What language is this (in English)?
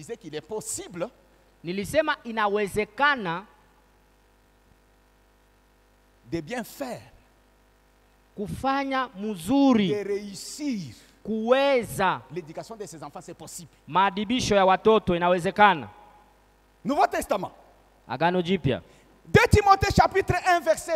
Swahili